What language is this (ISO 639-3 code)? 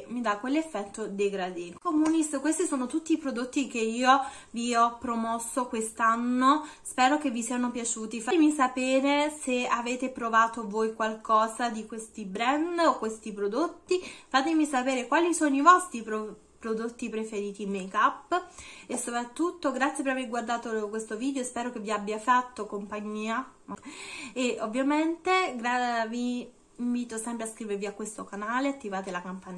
ita